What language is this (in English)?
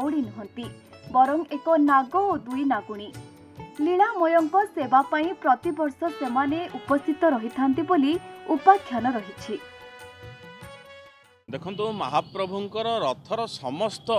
Odia